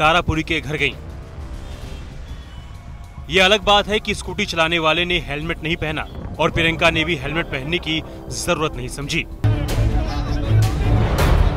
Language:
Hindi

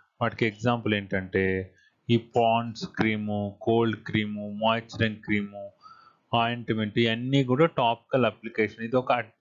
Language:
Telugu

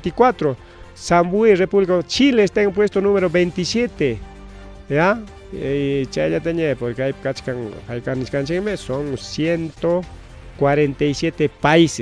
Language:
Ayacucho Quechua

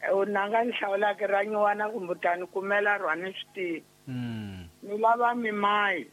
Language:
Tsonga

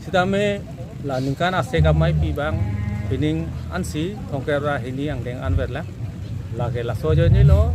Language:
Karbi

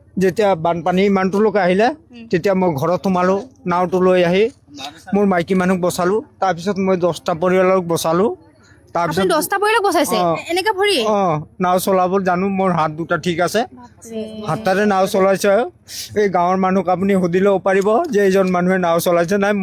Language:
Assamese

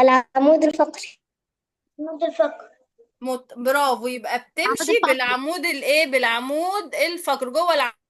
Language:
Egyptian Arabic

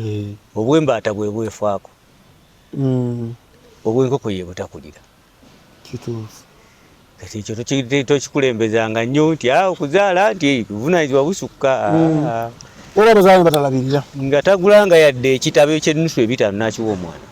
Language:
Ganda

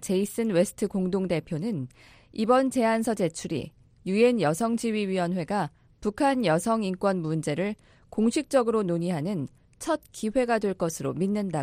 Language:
Korean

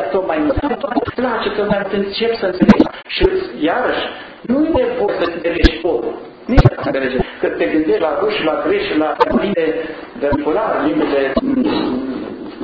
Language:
Romanian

